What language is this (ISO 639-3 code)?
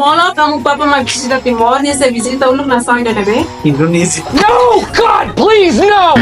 tet